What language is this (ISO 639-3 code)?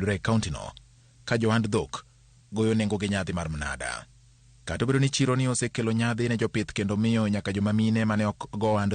luo